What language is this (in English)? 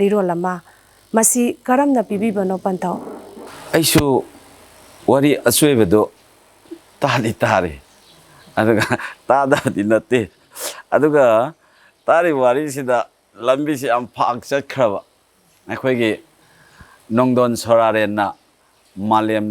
Manipuri